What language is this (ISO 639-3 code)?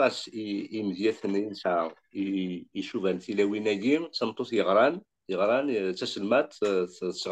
kab